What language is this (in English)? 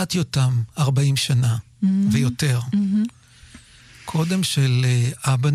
Hebrew